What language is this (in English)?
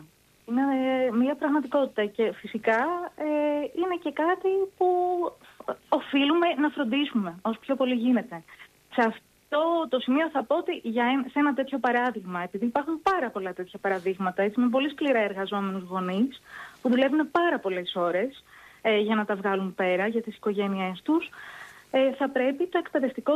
Greek